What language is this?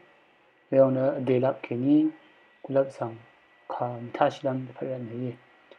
Rawang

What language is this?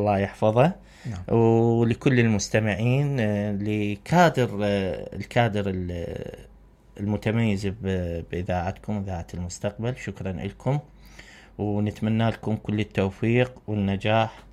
Mesopotamian Arabic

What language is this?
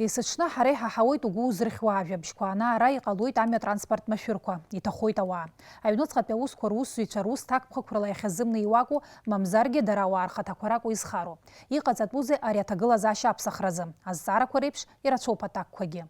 Abkhazian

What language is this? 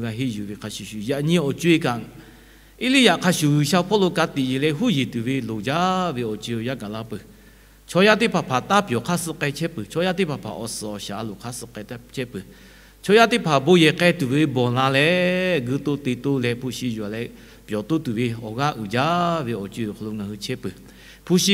Lahu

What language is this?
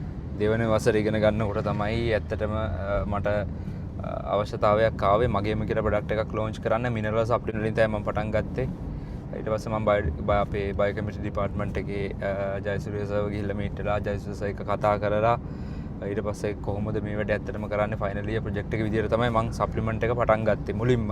Sinhala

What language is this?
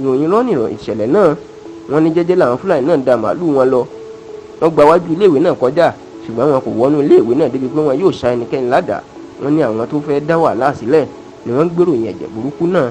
Yoruba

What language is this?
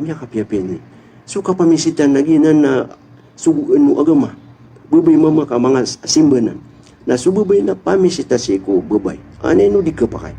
Maranao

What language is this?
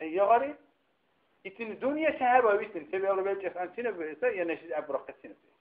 Dargwa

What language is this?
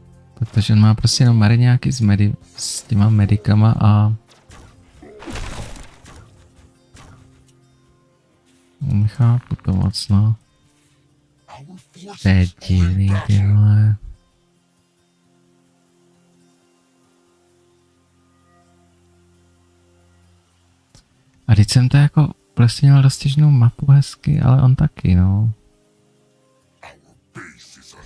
Czech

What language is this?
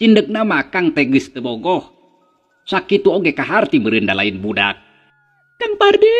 Sundanese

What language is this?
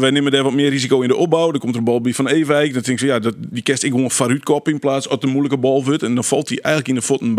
Western Frisian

